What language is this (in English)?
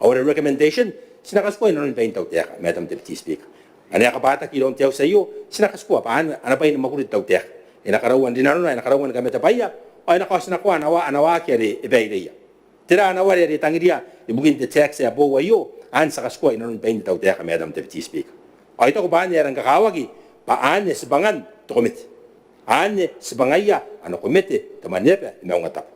Gilbertese